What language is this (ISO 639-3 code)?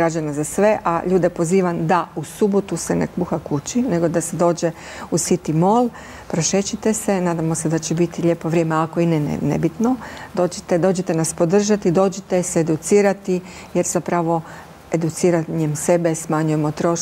hrv